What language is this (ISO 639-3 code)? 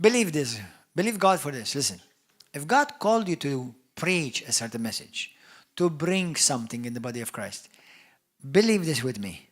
eng